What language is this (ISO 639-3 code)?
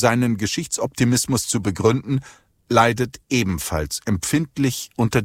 deu